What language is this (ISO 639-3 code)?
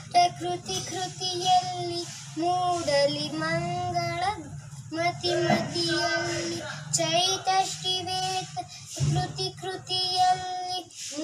kan